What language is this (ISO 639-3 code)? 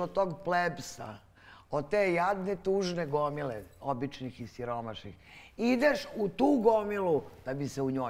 srp